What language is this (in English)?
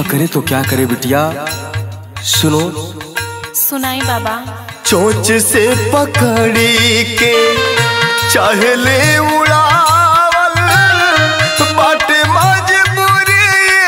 Bhojpuri